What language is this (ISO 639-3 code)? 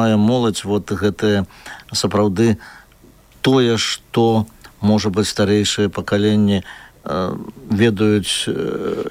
bel